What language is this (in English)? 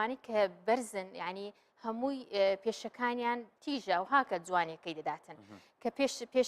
Central Kurdish